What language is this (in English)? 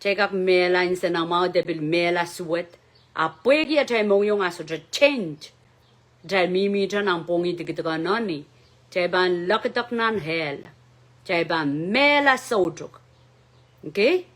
Pohnpeian